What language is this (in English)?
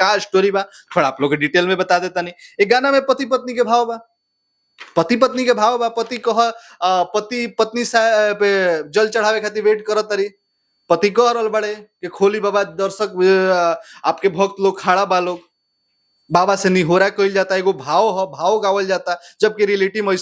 Bhojpuri